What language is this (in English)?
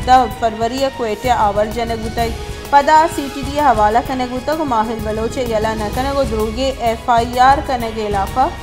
Baluchi